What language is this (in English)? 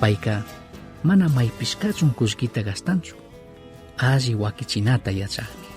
Chimborazo Highland Quichua